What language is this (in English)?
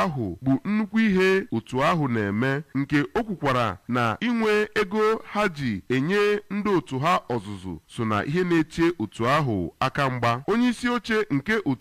Igbo